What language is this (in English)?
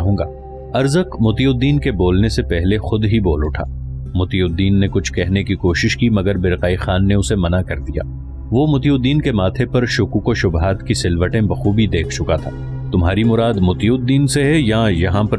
Urdu